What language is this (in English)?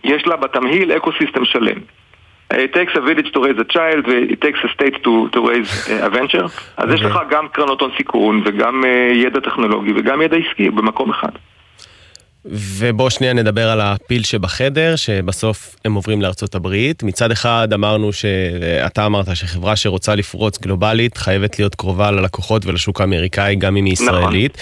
Hebrew